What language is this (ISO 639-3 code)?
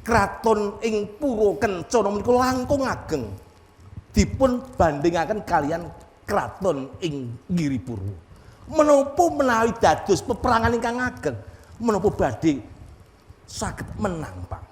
jav